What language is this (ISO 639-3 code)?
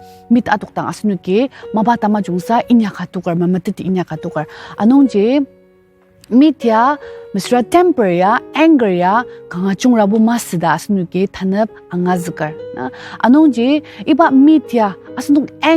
njo